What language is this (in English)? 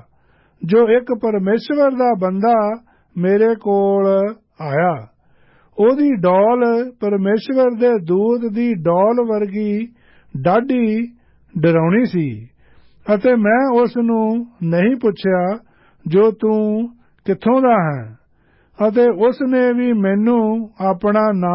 Punjabi